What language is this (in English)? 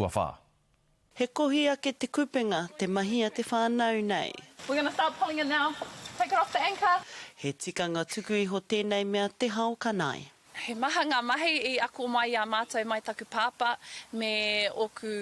Māori